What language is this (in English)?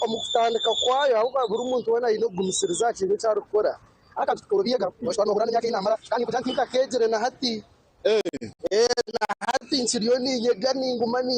Nyankole